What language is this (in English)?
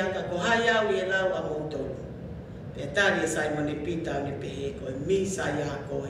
Tongan